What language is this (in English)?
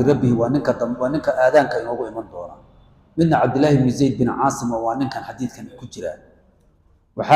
Somali